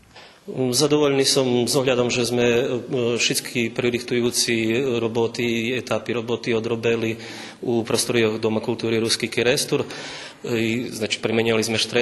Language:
Rusyn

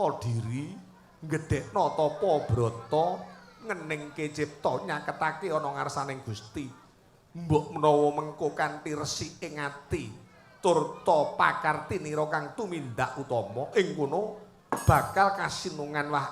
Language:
Javanese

